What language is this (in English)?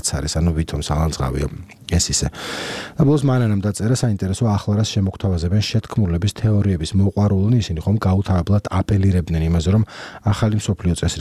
Georgian